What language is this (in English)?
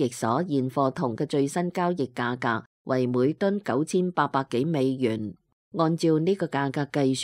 Cantonese